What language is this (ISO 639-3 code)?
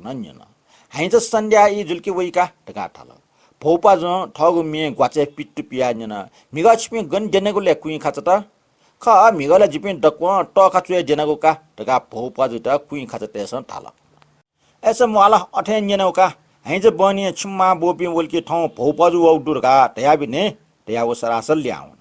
new